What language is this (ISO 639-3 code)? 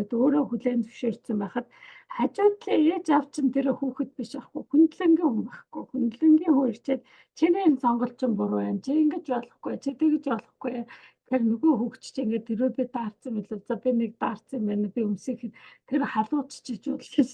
mon